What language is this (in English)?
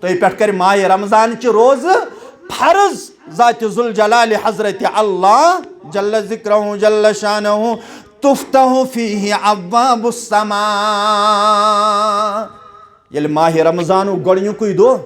Kashmiri